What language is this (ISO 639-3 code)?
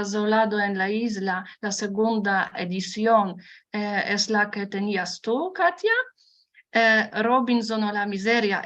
lad